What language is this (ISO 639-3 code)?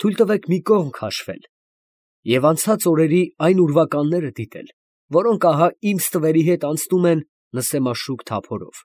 hye